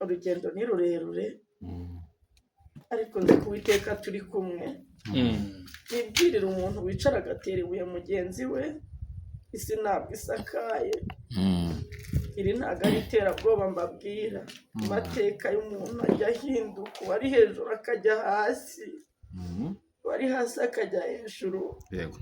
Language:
Kinyarwanda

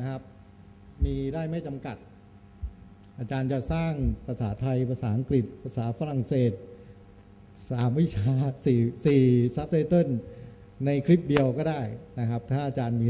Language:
Thai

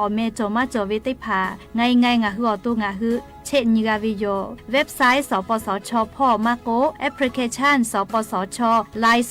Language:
Lahu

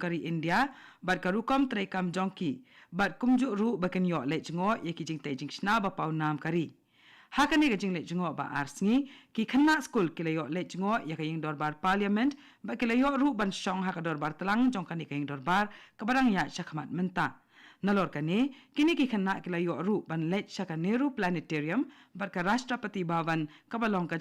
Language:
Khasi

